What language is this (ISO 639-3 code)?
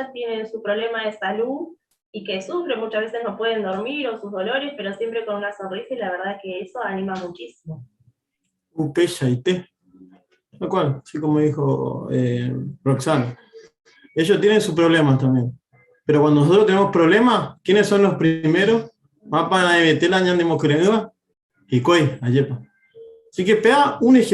grn